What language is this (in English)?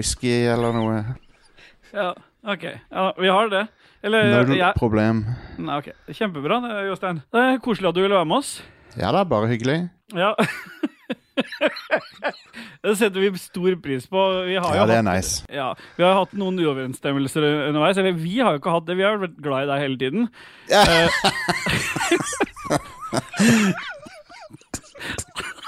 Norwegian